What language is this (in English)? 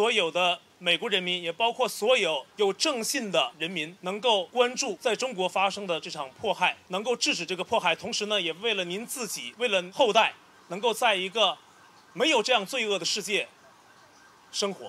Chinese